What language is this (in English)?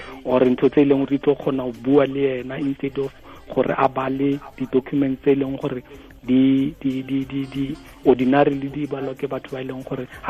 Tswana